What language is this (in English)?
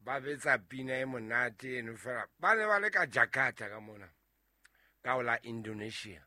Southern Sotho